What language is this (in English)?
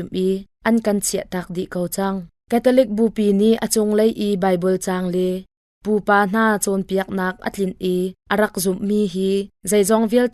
Hakha Chin